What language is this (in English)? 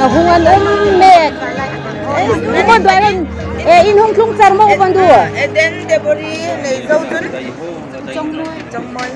Hmar